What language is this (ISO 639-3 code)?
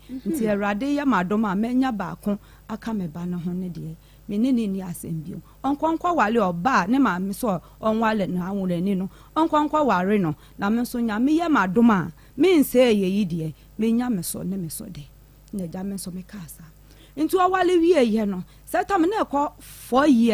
aka